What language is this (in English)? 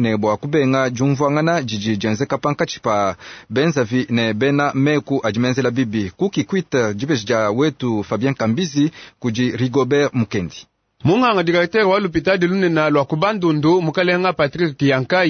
Luba-Lulua